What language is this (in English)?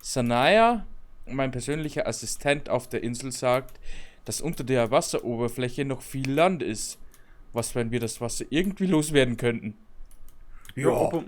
Bavarian